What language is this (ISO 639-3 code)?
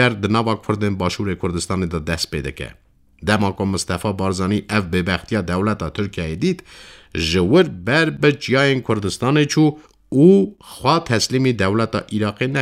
kur